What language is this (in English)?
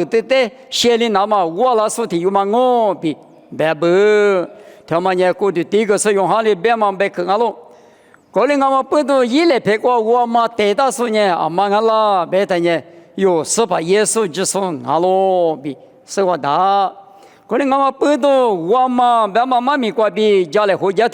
Lisu